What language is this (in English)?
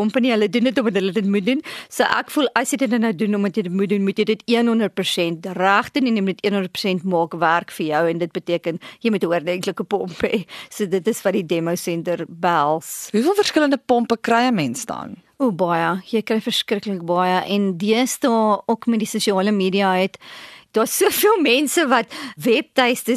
Afrikaans